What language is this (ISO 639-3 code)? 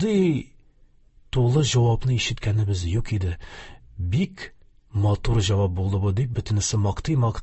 tat